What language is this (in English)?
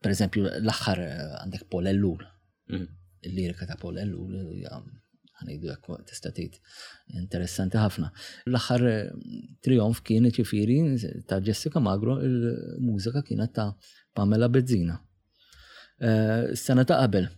Maltese